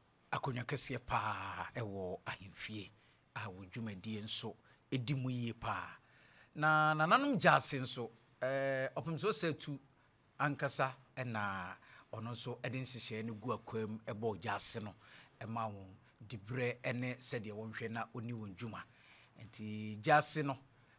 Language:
Akan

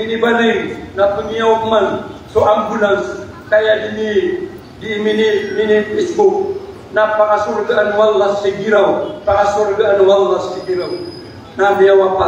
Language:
Maranao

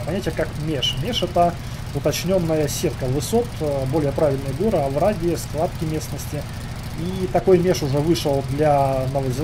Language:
Russian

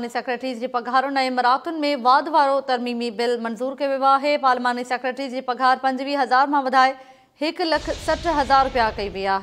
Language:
Sindhi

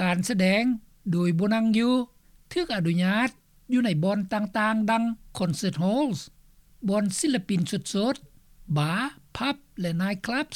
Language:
Lao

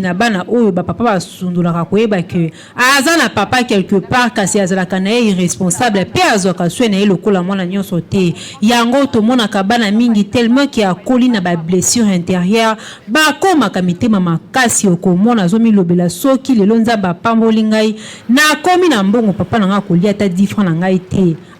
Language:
Lingala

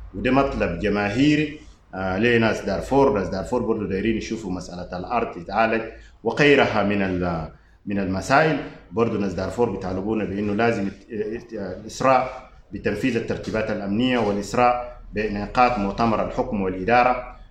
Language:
Sudanese Arabic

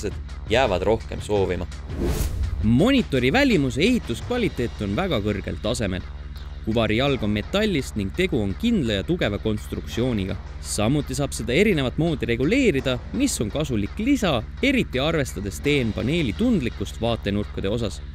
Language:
Estonian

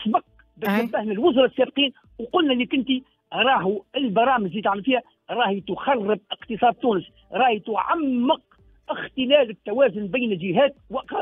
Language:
Tunisian Arabic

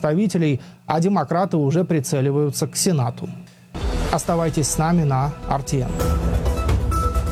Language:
Russian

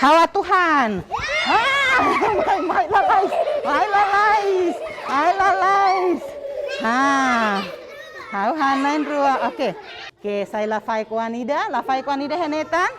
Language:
Tetum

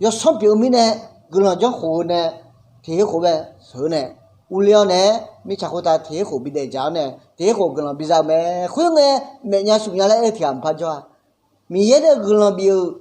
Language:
Akha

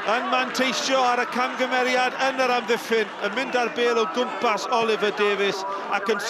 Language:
Welsh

